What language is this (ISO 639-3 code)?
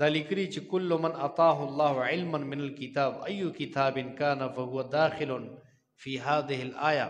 pus